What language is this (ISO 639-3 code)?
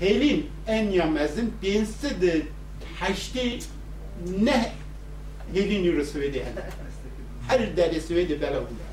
kur